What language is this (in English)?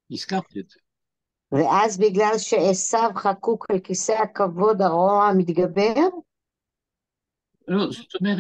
Hebrew